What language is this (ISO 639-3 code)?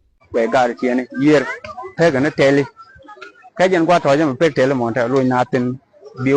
nus